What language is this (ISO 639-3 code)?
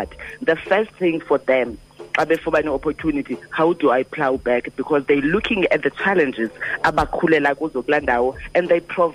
xho